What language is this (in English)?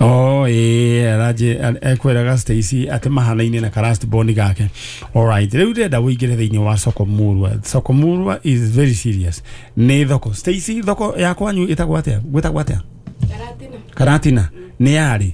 Kikuyu